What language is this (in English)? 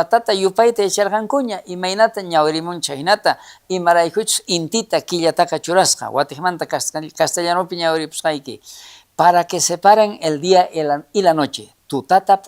South Bolivian Quechua